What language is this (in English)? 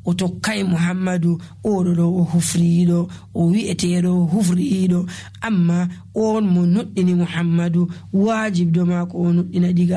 Nigerian Fulfulde